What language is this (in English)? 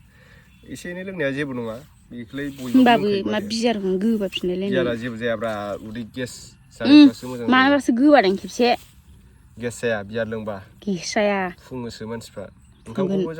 Bodo